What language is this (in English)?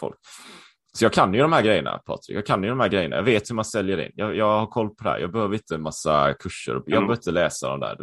Swedish